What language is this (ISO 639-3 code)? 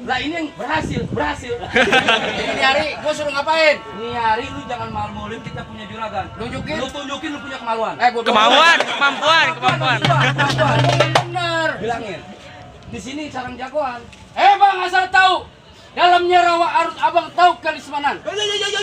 bew